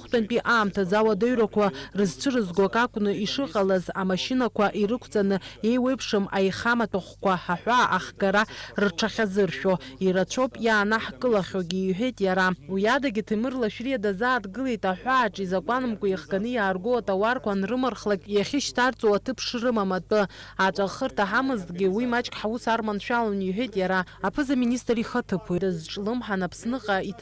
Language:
Abkhazian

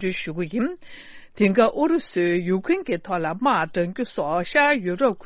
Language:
Tibetan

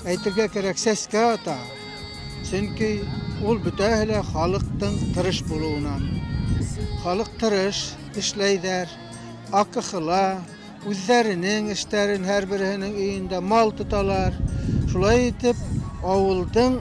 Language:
Bashkir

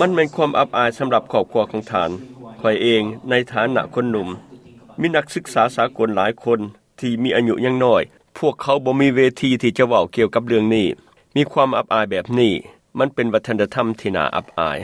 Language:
Lao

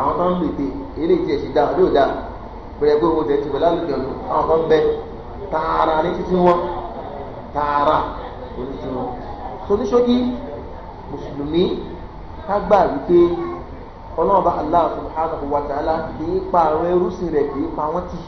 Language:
Yoruba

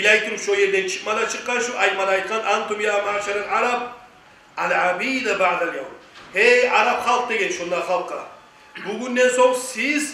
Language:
Kumyk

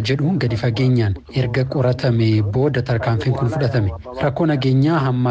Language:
Oromo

